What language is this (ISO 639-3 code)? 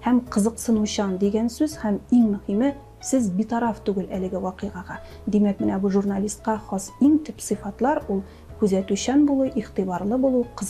tat